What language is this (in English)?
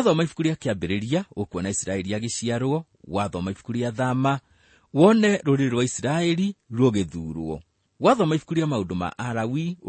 Kikuyu